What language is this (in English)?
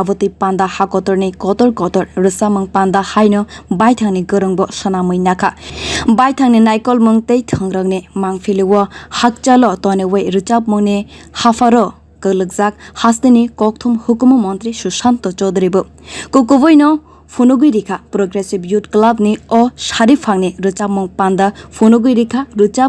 Kok Borok